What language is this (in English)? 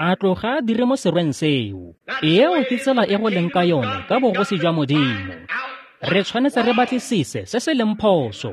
Tswana